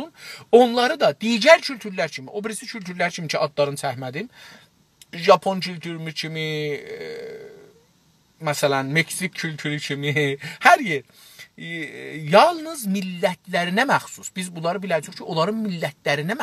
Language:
South Azerbaijani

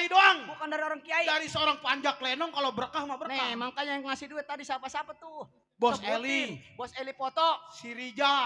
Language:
Betawi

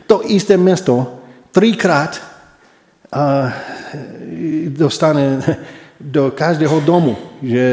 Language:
Slovak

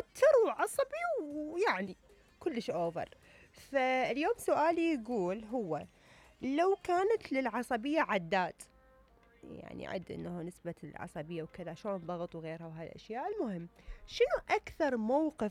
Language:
Mesopotamian Arabic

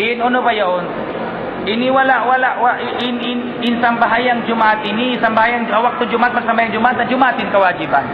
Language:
Tausug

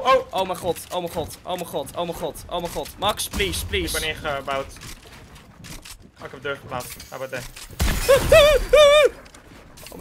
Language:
Dutch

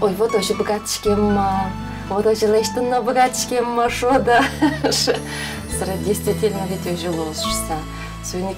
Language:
Udmurt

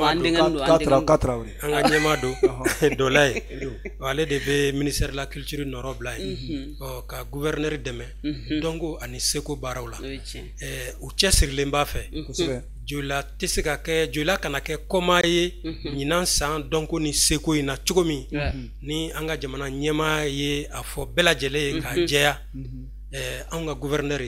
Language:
Bambara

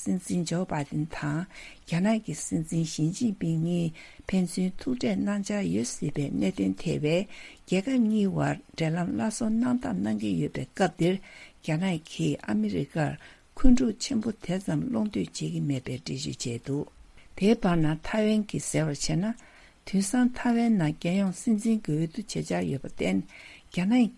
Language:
Tibetan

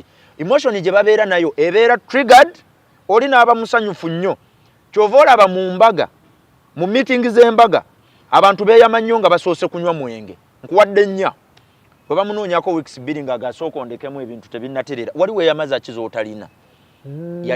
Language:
Ganda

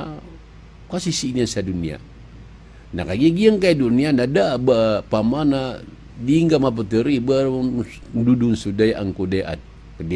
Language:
Maranao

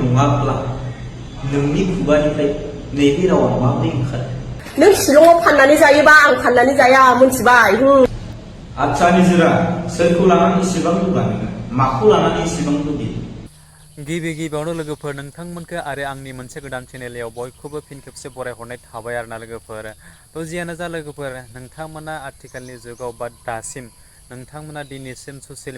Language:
Bodo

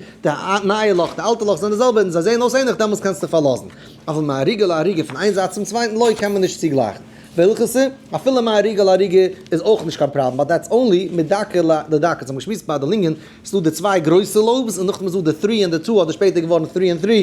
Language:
Yiddish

